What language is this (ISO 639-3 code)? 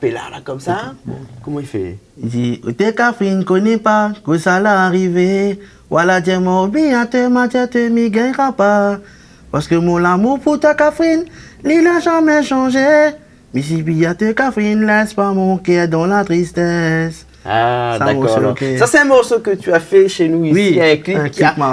rcf